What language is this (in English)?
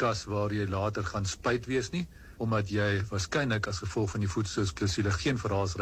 Afrikaans